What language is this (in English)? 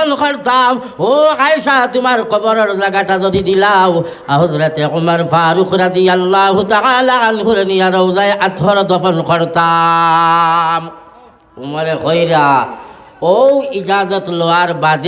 Sylheti